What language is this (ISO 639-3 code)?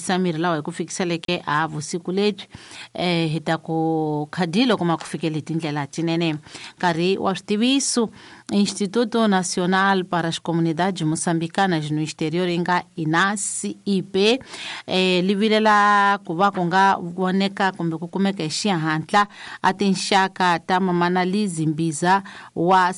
tso